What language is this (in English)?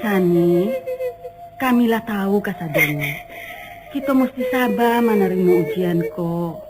Minangkabau